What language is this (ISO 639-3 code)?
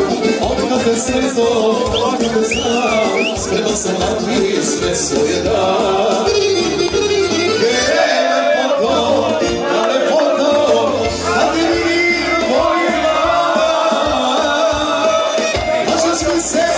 srp